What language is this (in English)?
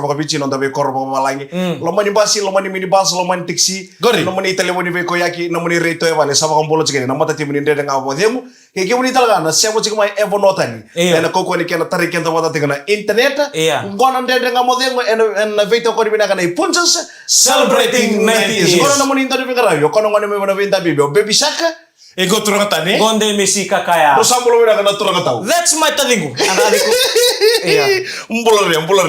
Fijian